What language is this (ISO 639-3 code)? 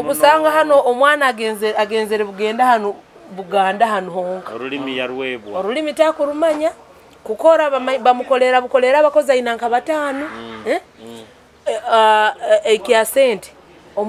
nyo